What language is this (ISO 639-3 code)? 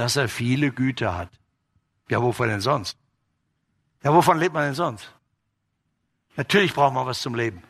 deu